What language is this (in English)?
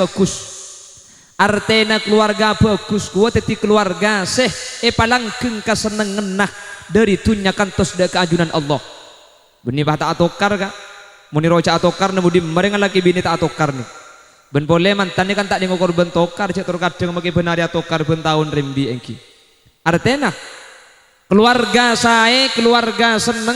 Madurese